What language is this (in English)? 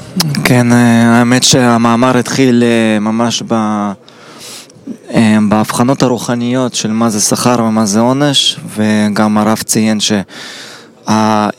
Hebrew